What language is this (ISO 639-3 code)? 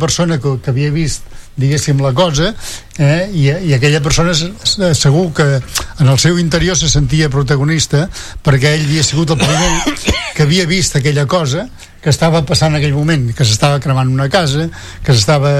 cat